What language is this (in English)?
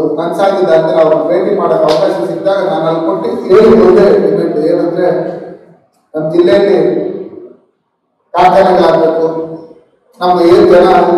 Kannada